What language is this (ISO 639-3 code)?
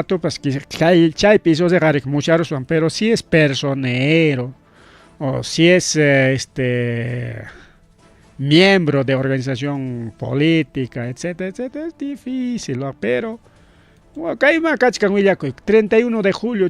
quy